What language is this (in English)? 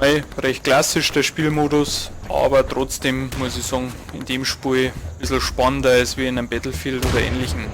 Bavarian